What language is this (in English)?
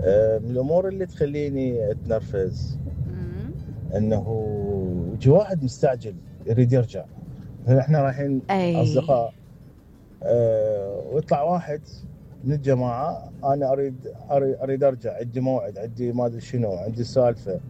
Mesopotamian Arabic